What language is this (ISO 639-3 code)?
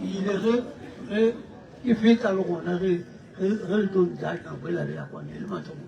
nso